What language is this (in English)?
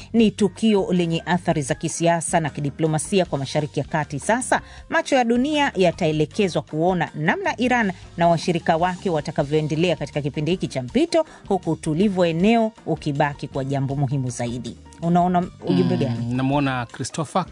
Swahili